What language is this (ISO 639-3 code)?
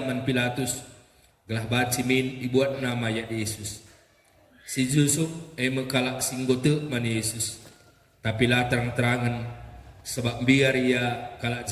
btx